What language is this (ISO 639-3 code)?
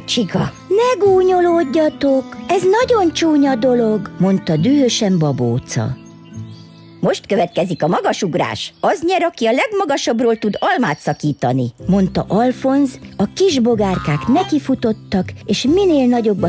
hun